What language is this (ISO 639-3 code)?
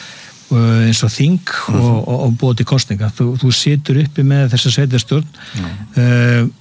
isl